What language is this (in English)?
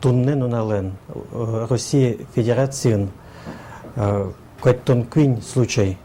Udmurt